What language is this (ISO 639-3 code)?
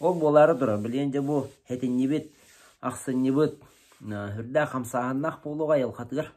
sah